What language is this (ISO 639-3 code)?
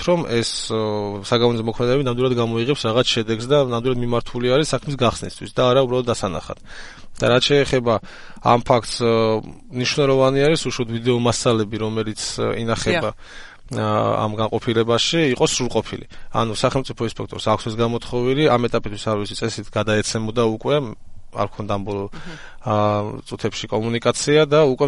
kat